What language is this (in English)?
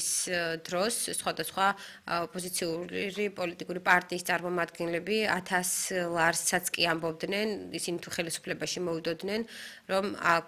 Georgian